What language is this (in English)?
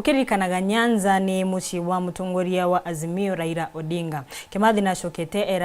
Meru